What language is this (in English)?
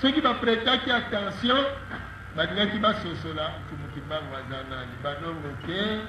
Lingala